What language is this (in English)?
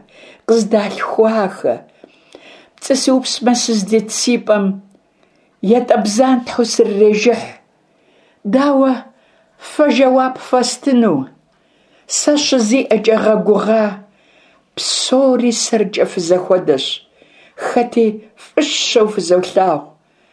Kabardian